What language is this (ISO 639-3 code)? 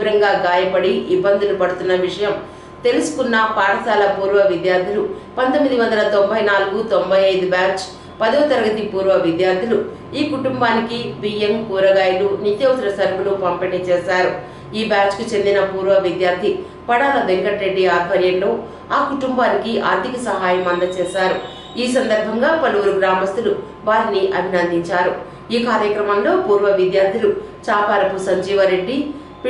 tel